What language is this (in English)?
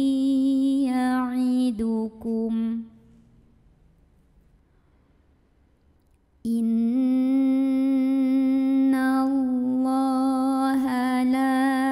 Arabic